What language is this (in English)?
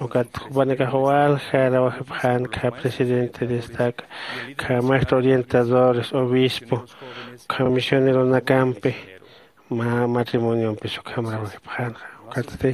Aymara